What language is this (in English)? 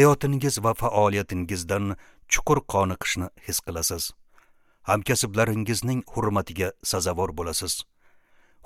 Uzbek